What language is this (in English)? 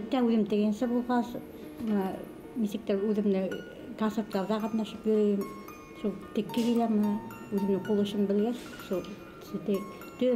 Bashkir